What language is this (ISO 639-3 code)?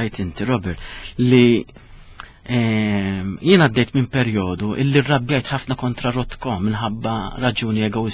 mlt